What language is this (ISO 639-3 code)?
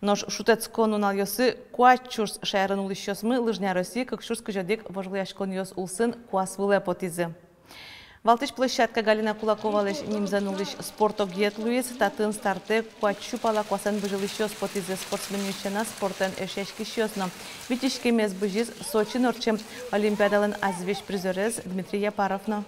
udm